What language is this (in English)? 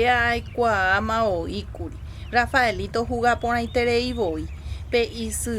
Guarani